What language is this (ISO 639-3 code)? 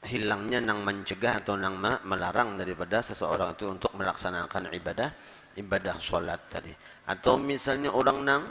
bjn